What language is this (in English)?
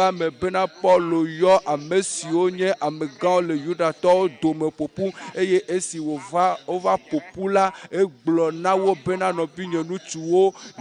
Ewe